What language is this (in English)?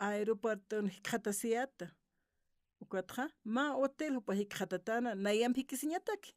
Aymara